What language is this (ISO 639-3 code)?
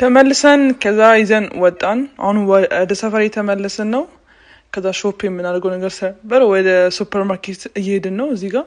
amh